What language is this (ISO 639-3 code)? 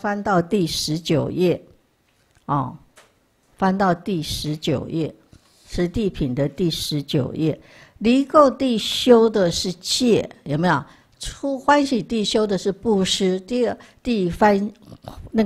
zho